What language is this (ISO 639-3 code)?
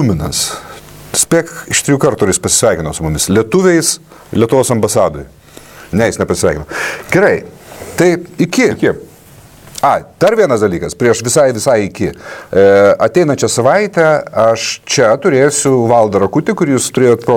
lit